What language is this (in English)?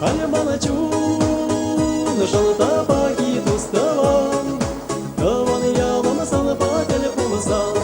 Chuvash